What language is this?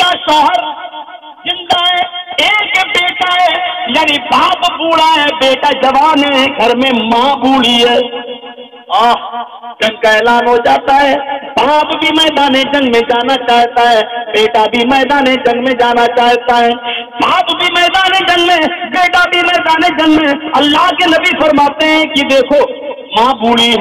Urdu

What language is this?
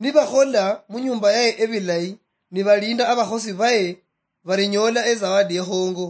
Luyia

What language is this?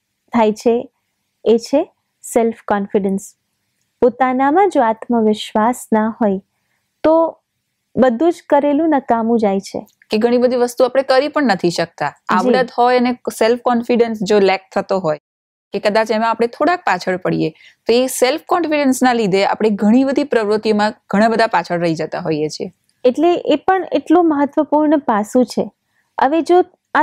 Gujarati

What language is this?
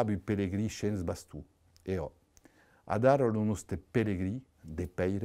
Occitan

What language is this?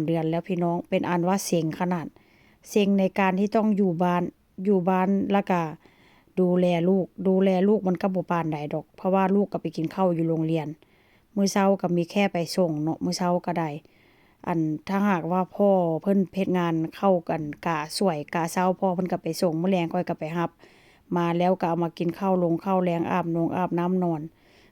Northeastern Thai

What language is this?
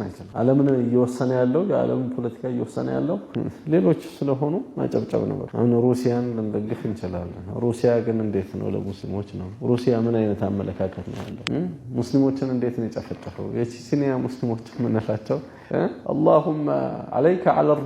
Amharic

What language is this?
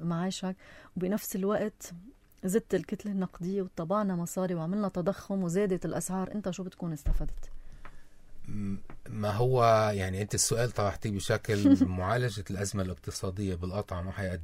North Levantine Arabic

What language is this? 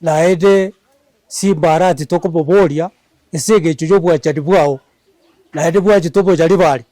Gusii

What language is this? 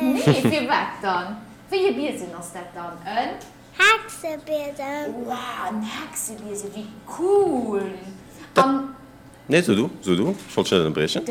Luxembourgish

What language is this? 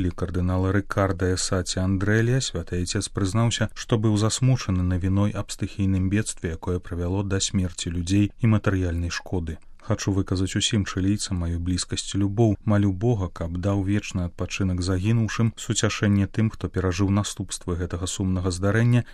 Belarusian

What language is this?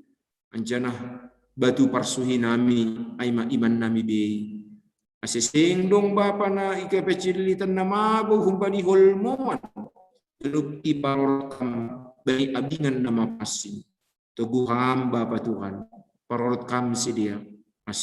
Batak Simalungun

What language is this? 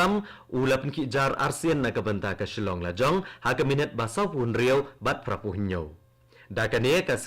Khasi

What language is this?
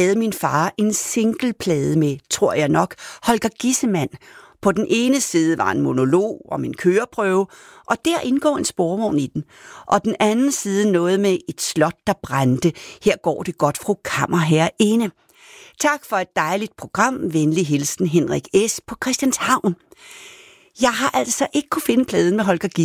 Danish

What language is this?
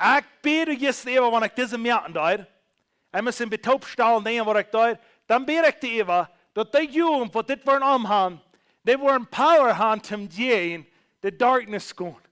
Plautdietsch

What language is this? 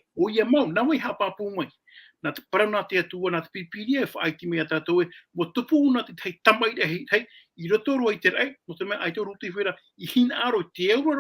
Tahitian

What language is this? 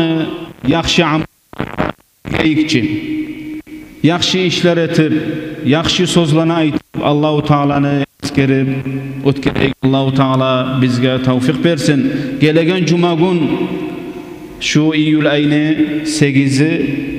Kumyk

